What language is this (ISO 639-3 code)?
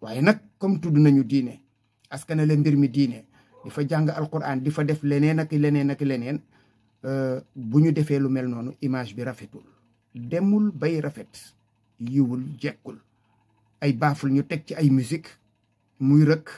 wol